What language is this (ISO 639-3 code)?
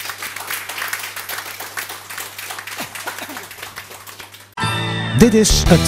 nld